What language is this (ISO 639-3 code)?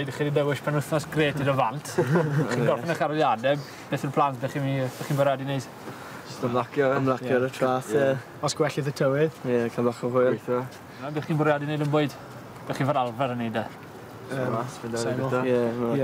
cym